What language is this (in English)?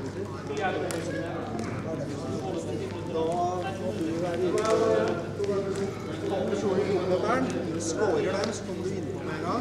Norwegian